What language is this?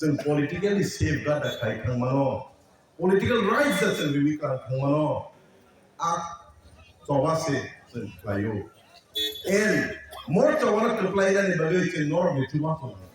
Kok Borok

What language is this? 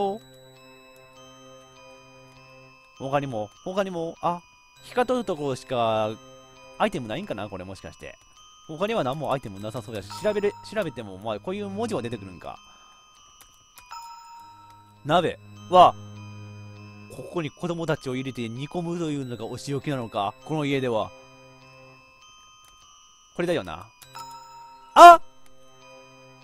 Japanese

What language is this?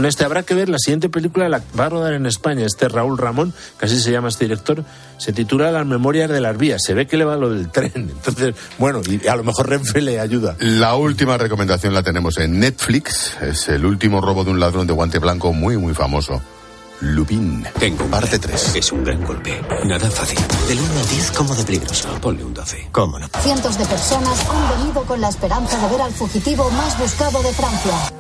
Spanish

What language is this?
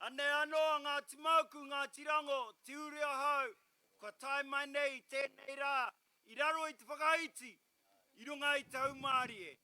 Māori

